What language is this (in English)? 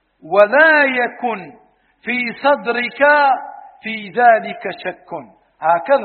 Arabic